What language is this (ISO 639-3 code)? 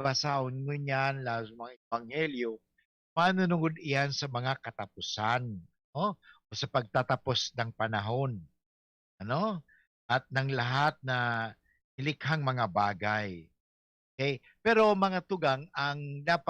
bik